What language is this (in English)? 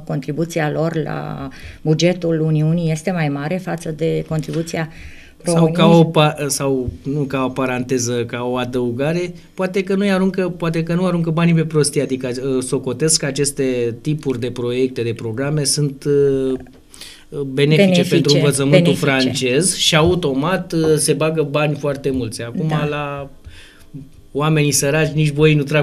Romanian